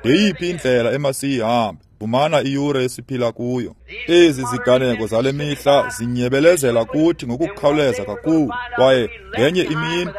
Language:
Xhosa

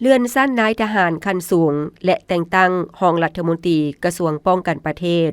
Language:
Lao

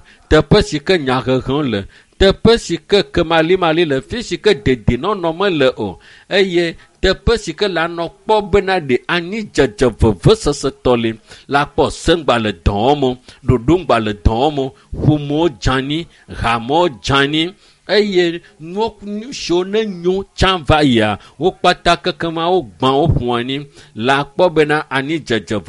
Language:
Ewe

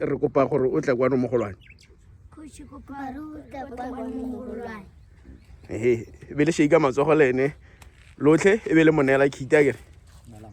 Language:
Tswana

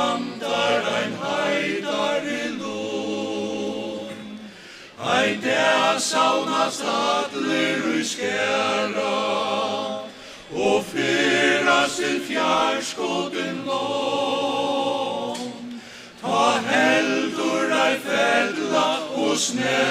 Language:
Faroese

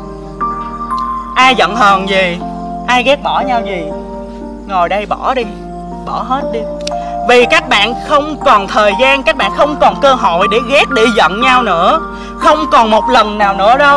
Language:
Vietnamese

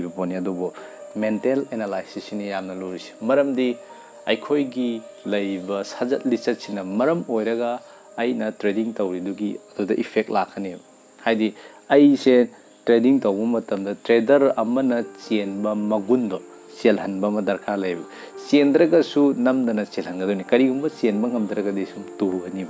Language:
Manipuri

